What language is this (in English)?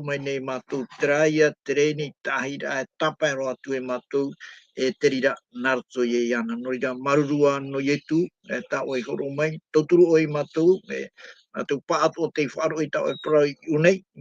Tahitian